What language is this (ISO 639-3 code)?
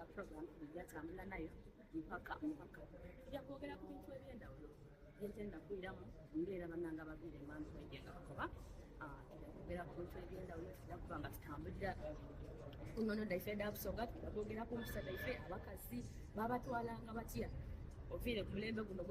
xog